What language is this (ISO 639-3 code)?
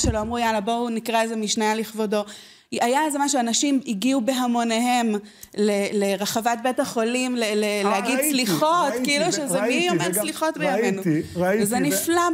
heb